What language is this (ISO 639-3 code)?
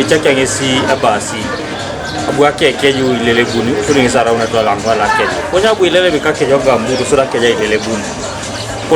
teo